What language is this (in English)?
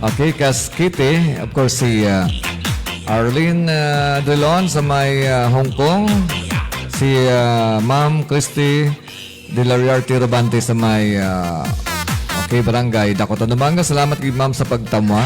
Hiligaynon